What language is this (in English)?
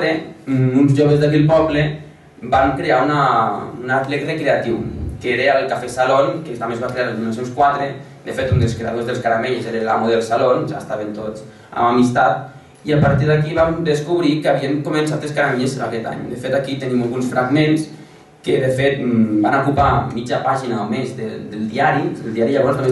Catalan